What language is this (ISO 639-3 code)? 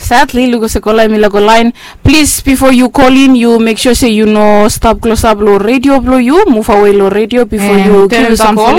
bis